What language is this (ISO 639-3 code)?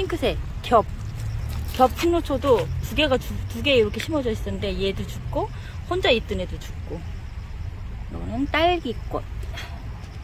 kor